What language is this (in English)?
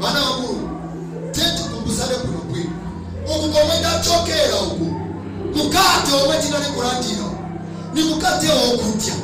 Nyanja